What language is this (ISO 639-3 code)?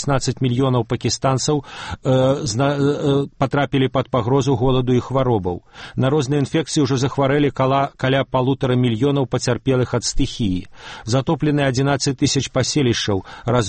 bel